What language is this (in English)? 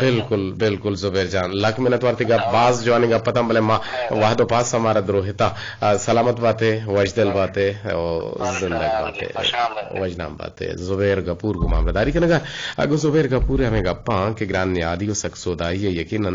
Eastern Balochi